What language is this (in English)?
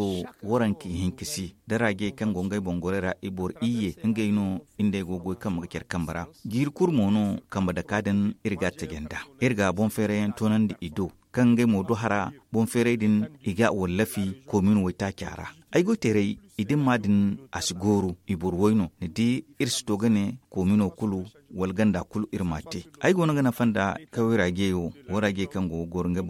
Zarma